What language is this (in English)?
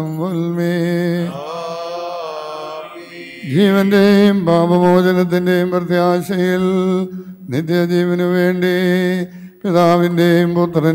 Malayalam